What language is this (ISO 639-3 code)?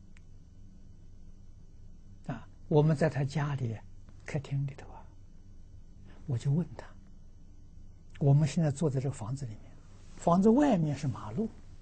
zho